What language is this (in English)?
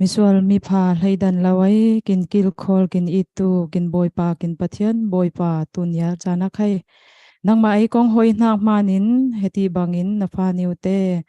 Falam Chin